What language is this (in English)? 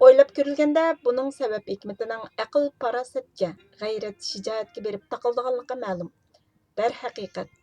Uyghur